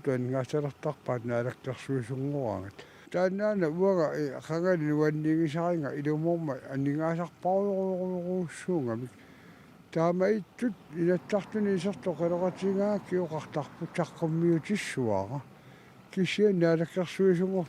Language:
Kalaallisut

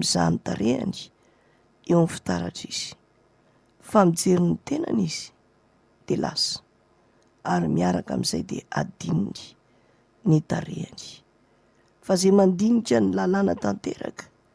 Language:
Malagasy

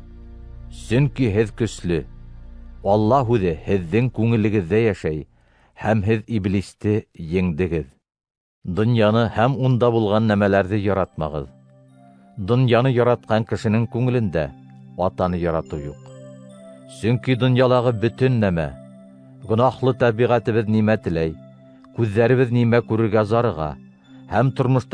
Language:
Bashkir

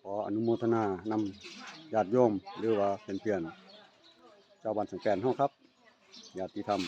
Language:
Northeastern Thai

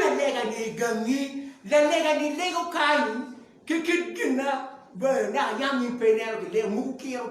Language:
Acoli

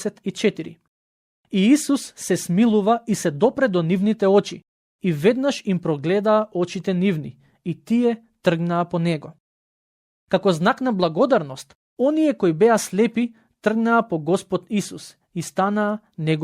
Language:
Macedonian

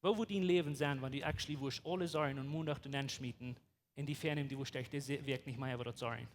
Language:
Plautdietsch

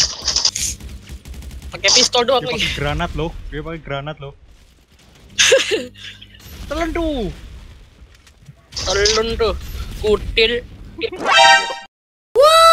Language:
Indonesian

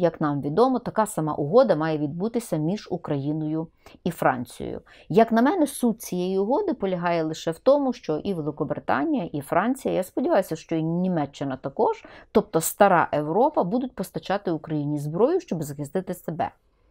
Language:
Ukrainian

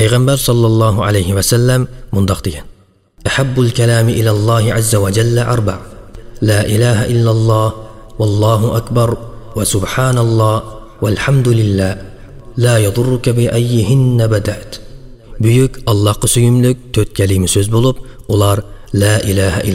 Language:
Uyghur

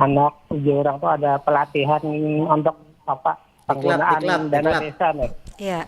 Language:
Banjar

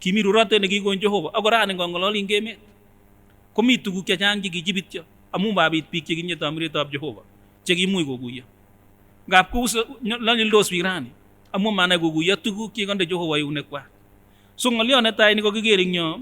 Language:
Kipsigis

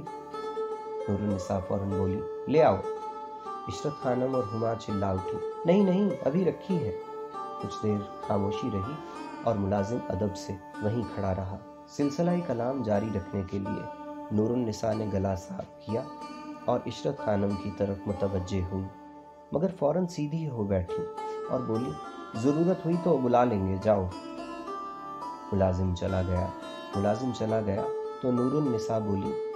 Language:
Urdu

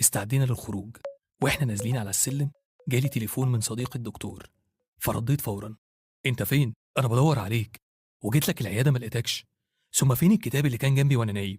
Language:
Egyptian Arabic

